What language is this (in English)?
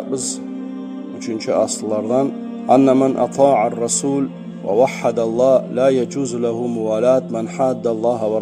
Kumyk